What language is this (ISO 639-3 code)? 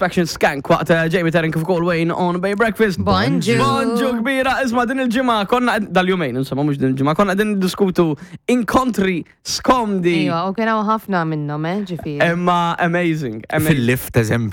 mlt